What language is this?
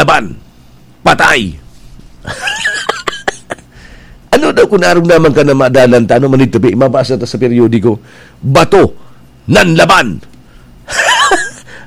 Bikol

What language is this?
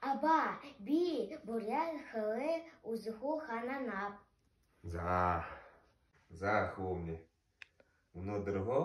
Buriat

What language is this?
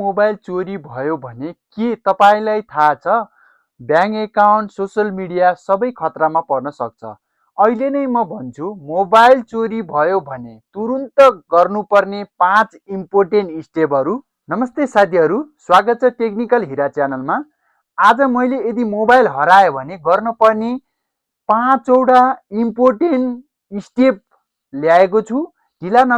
Nepali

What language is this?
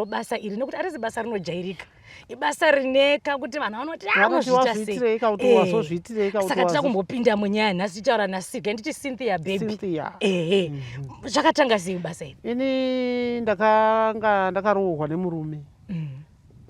Shona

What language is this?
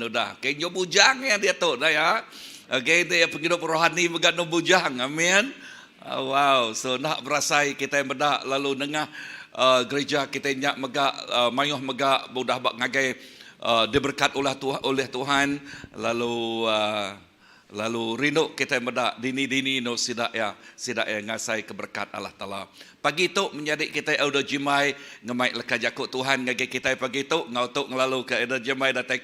Iban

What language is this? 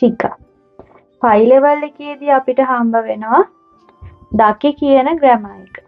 Sinhala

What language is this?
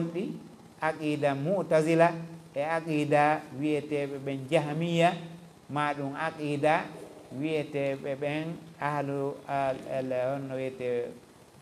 Fula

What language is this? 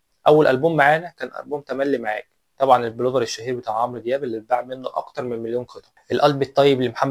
Egyptian Arabic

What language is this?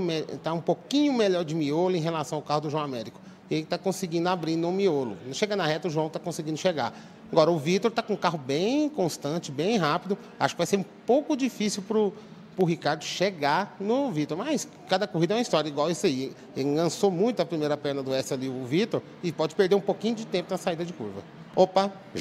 Portuguese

